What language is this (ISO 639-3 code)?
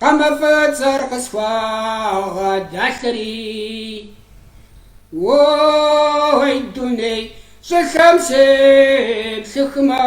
kbd